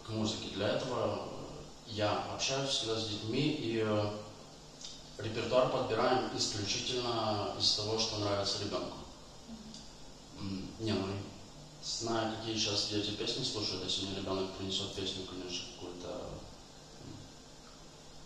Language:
Russian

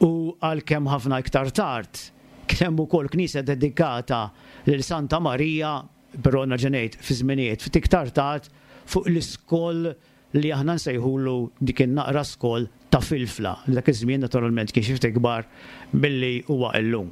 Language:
Maltese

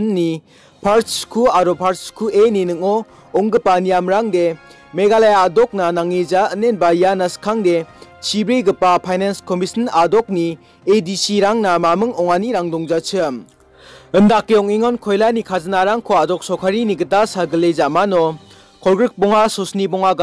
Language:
Garo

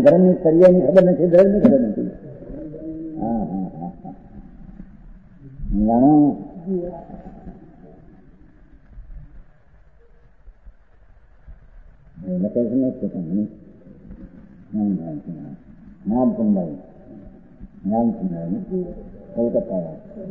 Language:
Gujarati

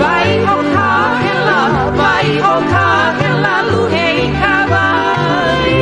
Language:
Hawaiian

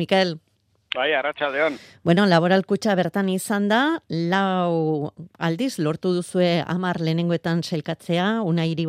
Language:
Basque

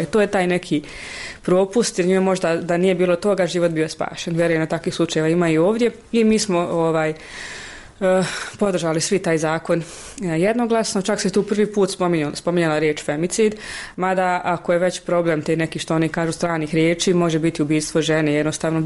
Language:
Bosnian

